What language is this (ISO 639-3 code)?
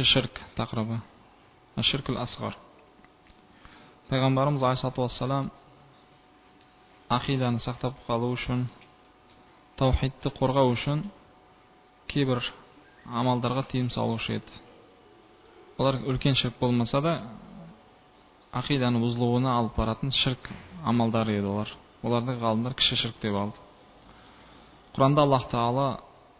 kaz